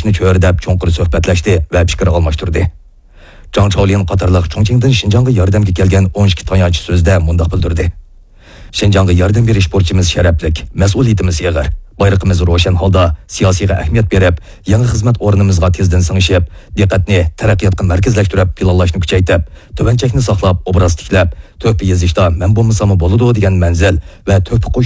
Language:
Uyghur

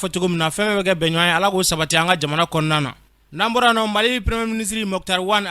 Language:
Bambara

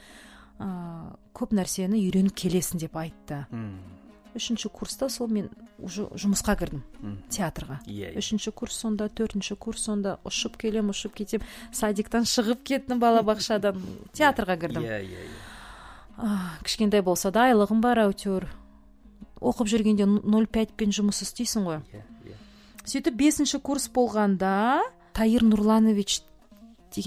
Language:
Kazakh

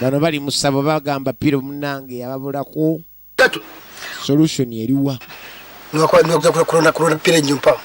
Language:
Ganda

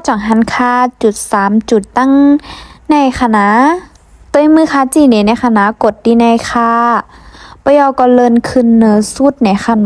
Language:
Shan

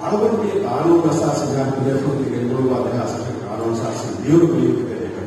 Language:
Divehi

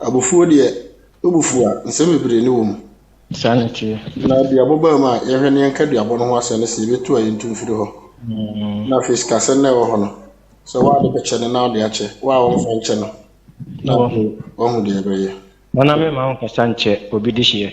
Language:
Akan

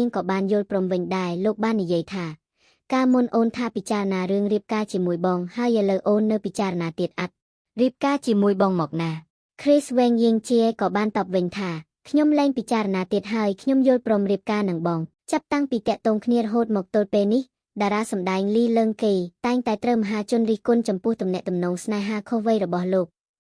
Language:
Khmer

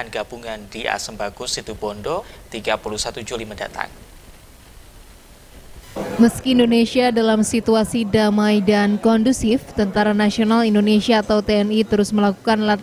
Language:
Indonesian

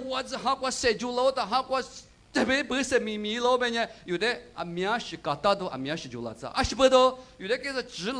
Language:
Lisu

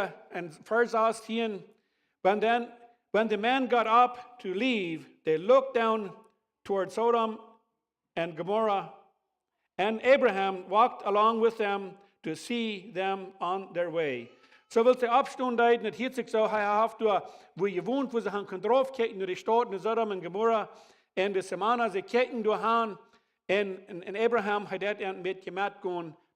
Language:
Plautdietsch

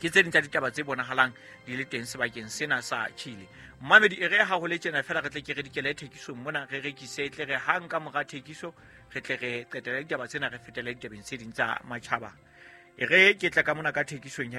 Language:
Southern Sotho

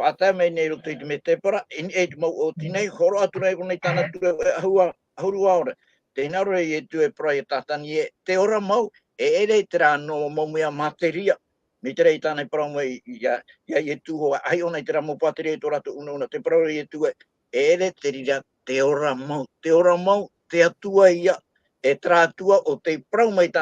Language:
Tahitian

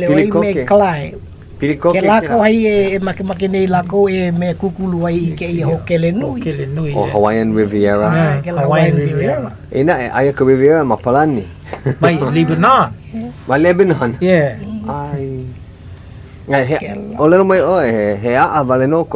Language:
Hawaiian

